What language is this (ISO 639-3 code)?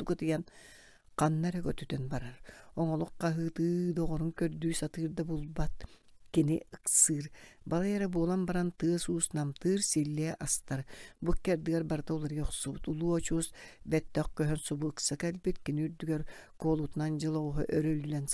sah